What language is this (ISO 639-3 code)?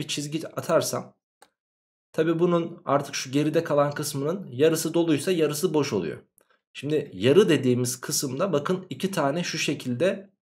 tur